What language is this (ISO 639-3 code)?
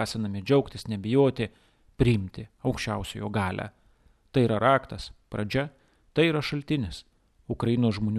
lit